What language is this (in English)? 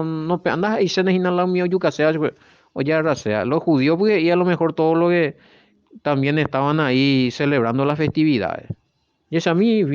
Guarani